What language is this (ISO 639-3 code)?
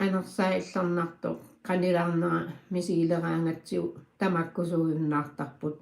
kal